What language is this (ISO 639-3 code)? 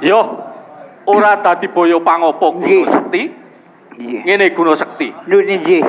jav